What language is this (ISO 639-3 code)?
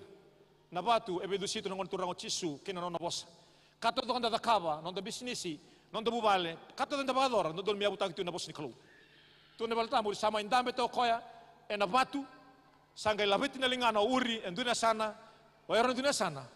fij